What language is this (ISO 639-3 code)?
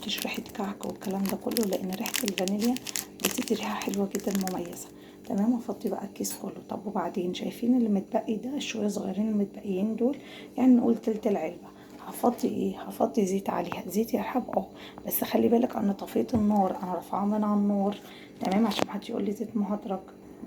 arz